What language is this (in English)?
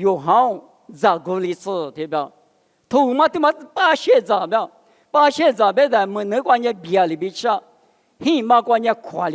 Lisu